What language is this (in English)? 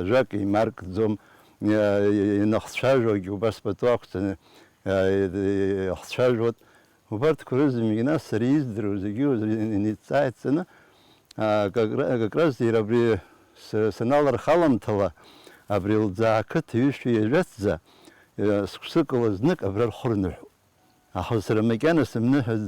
Abkhazian